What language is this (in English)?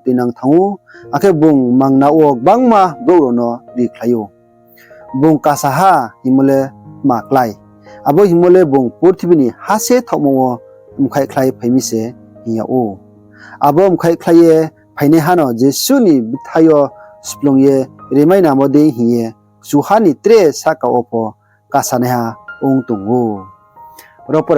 Riang (India)